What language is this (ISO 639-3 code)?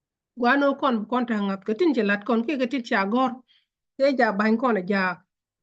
nus